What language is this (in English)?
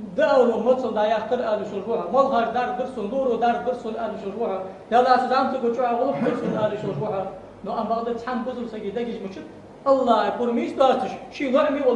Ingush